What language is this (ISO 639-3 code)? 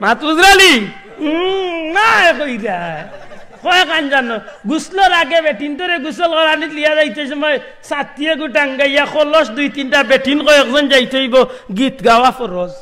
syl